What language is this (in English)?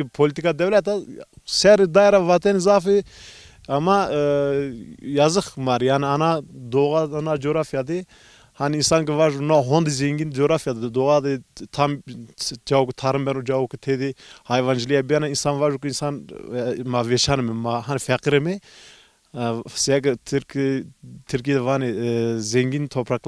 Zaza